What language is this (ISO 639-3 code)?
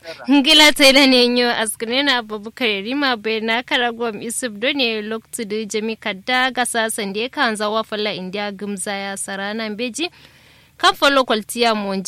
kau